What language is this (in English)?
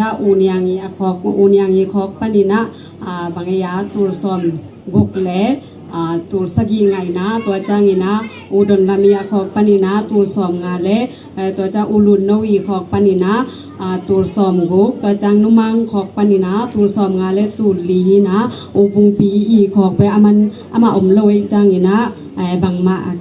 Tedim Chin